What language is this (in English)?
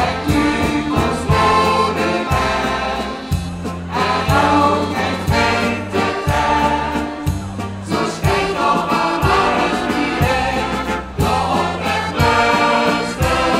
Limburgish